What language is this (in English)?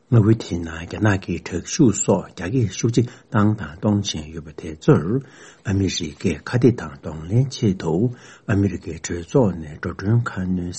Tibetan